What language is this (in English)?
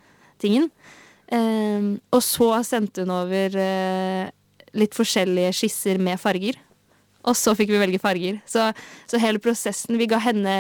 Norwegian